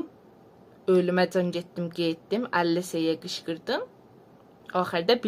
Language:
South Azerbaijani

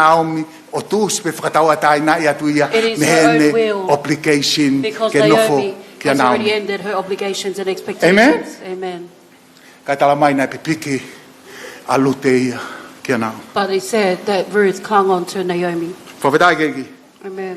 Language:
Tongan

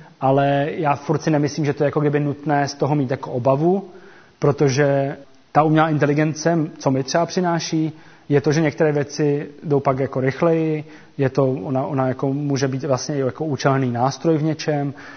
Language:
Czech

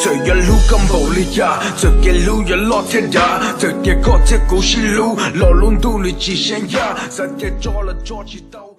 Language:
Hmong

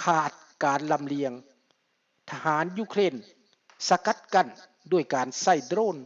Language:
Lao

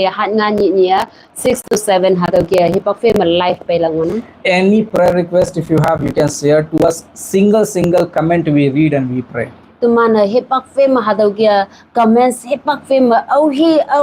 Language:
Konyak Naga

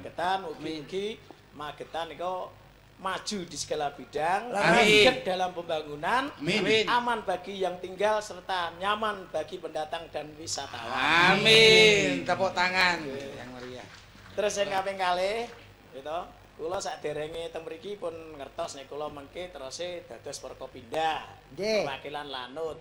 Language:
Javanese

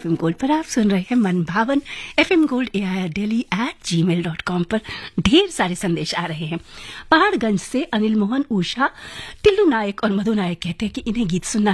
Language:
Hindi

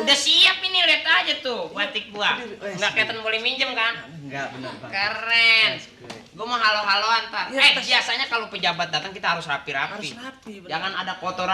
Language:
Betawi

